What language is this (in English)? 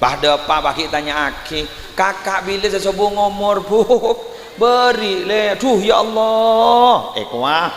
Madurese